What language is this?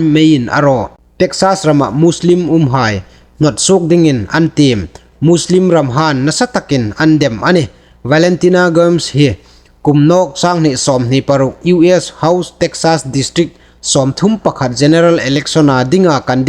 Hmar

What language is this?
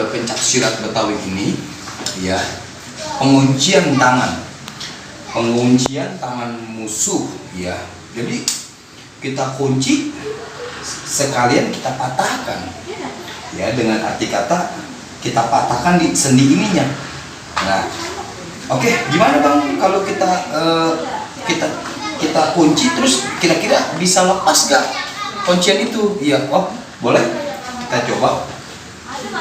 Betawi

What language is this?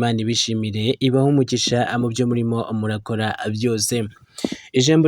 Kinyarwanda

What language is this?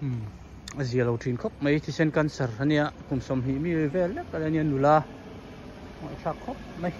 Hmar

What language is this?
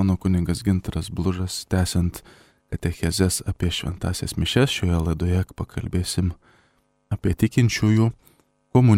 Lithuanian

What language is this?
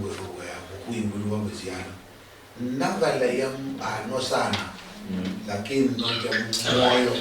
Luyia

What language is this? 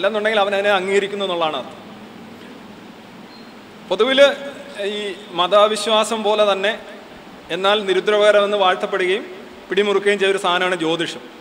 Malayalam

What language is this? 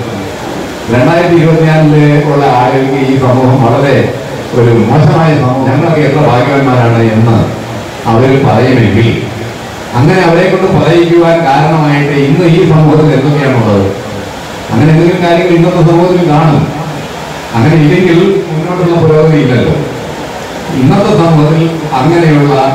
Malayalam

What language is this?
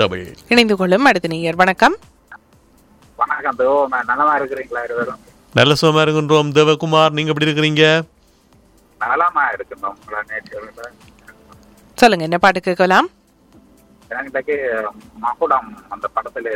Tamil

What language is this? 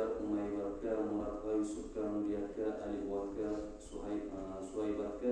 Kumyk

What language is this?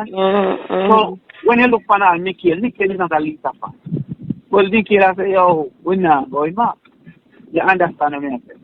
Jamaican Creole English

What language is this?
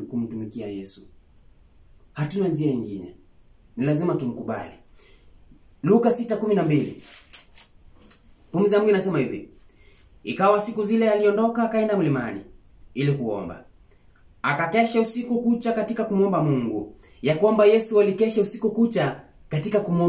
Swahili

